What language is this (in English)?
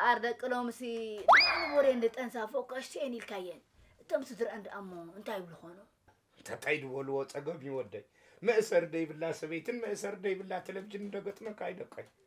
Tigrinya